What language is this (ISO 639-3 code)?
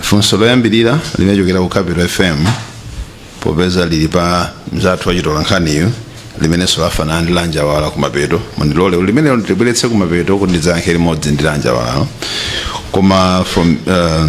nya